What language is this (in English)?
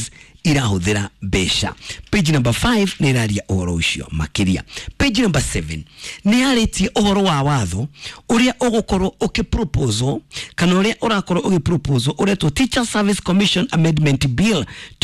Kikuyu